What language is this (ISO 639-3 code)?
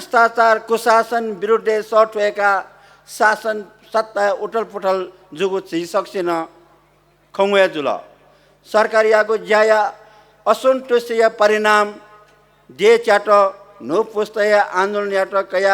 new